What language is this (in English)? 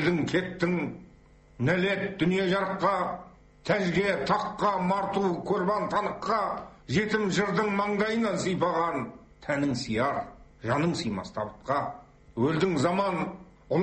Kazakh